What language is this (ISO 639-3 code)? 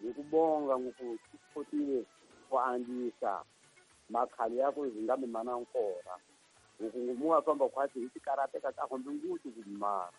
tso